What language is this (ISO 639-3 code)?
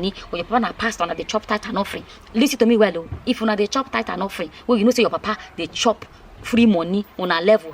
pcm